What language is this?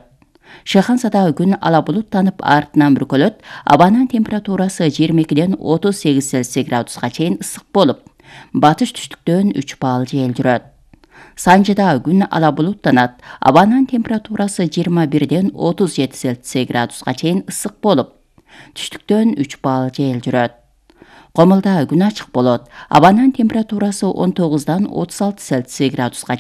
Kyrgyz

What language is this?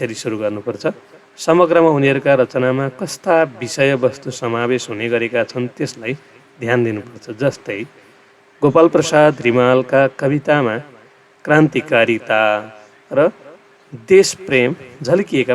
Nepali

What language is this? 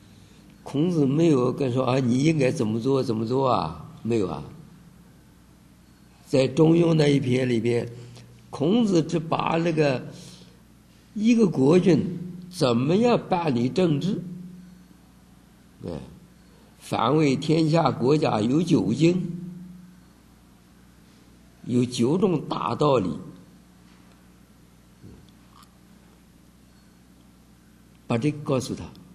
Chinese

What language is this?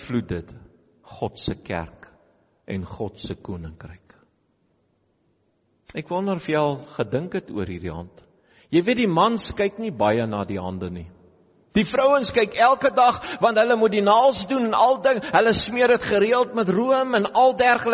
Afrikaans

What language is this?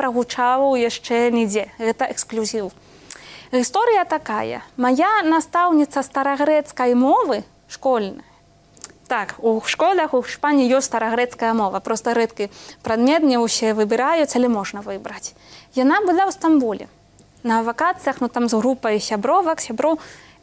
Belarusian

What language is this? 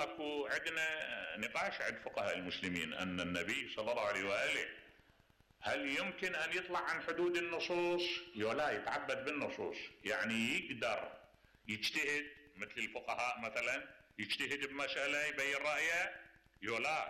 Mesopotamian Arabic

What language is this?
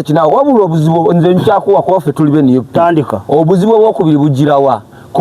Ganda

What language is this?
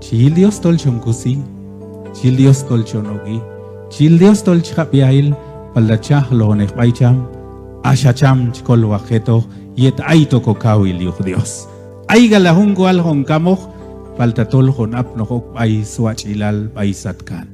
Q'anjob'al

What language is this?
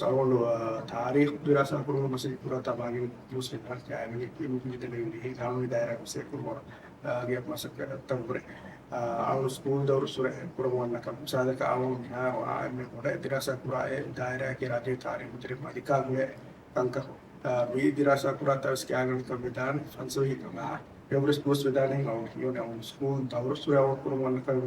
Divehi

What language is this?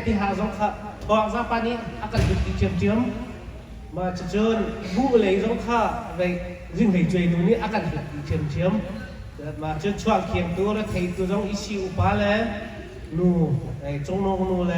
Hakha Chin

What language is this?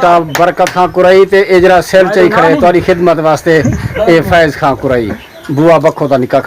Saraiki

